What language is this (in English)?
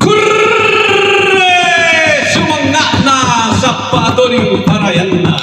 Toraja-Sa'dan